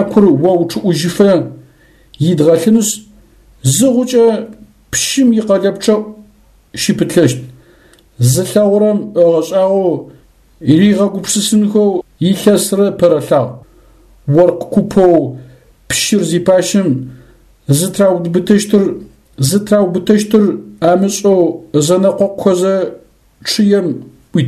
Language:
Adyghe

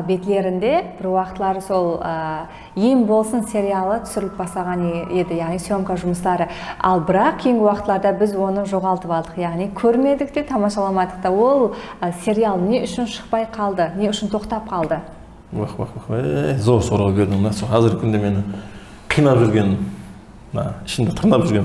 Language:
Kara-Kalpak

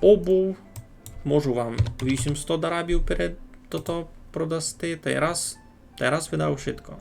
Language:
Rusyn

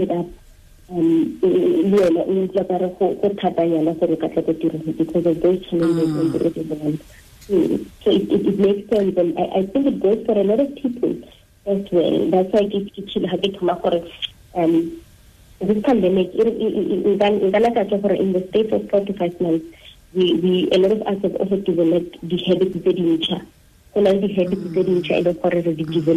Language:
Tswana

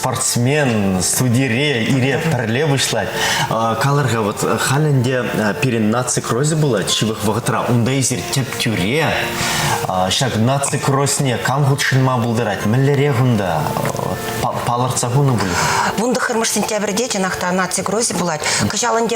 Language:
Chuvash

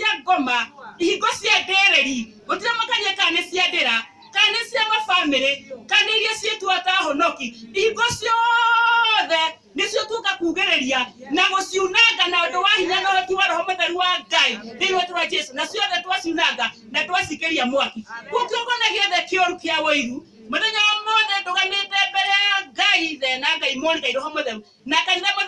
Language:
Kikuyu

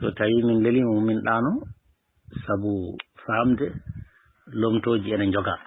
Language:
Fula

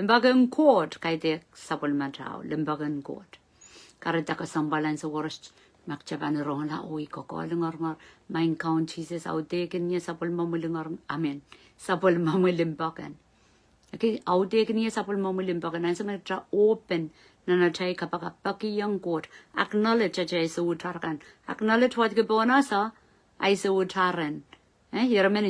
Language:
Pohnpeian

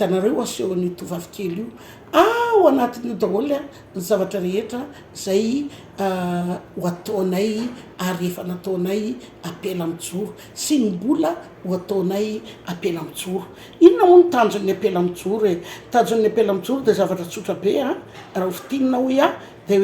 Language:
Malagasy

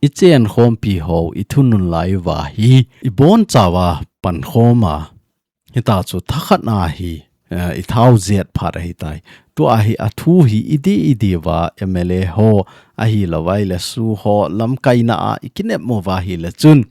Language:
Thado Chin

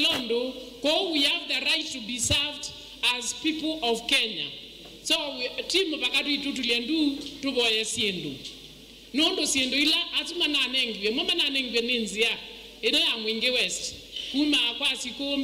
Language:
Kamba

